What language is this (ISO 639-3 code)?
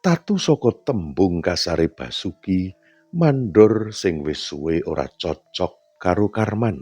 jav